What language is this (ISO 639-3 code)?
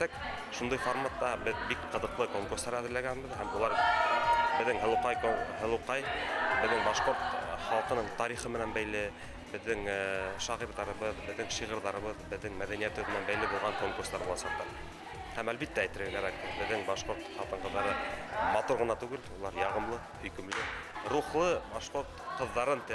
bak